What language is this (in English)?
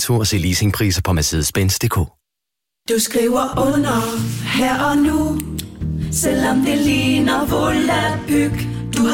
Danish